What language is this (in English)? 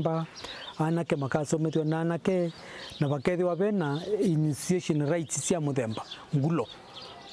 Kamba